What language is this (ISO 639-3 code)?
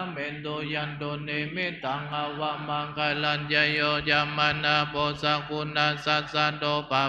pli